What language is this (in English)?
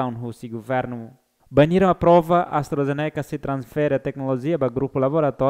Tetum